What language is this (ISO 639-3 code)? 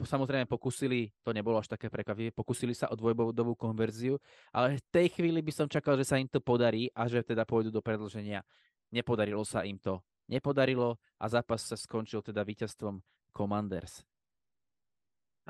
slk